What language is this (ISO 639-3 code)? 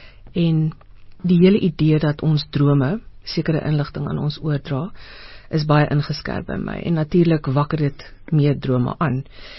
afr